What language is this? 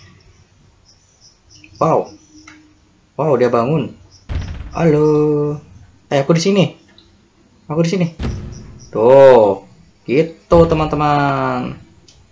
Indonesian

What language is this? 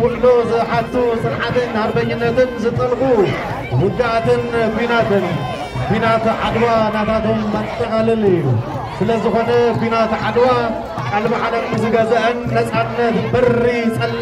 Tigrinya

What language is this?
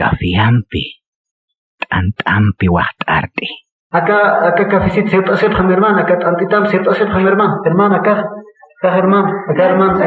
Aymara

